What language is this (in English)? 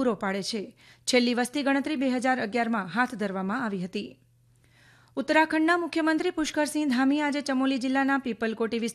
Gujarati